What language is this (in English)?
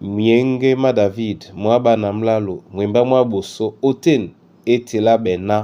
Duala